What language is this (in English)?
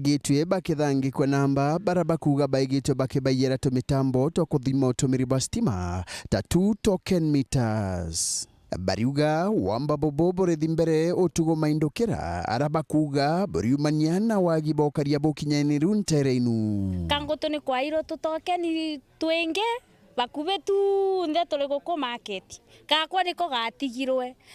Meru